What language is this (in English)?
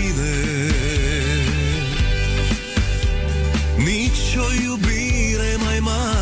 Romanian